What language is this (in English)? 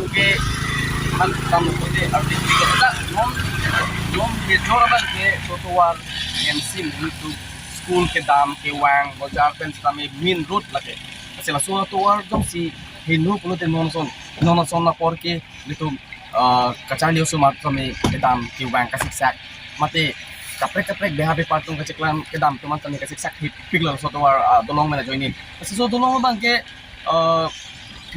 Karbi